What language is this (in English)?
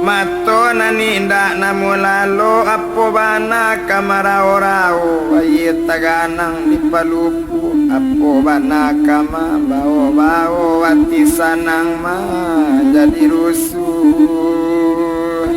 Minangkabau